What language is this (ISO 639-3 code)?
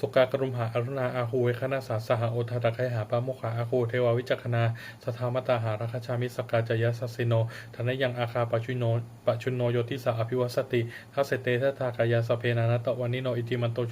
pli